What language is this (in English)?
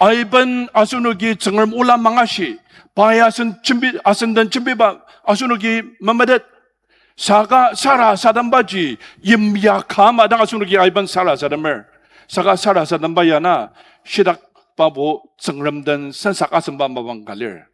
Ao Naga